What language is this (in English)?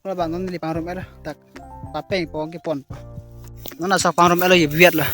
Karbi